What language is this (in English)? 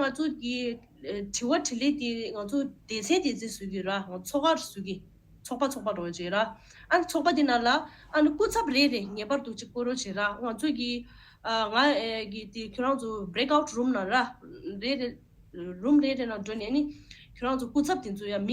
Tibetan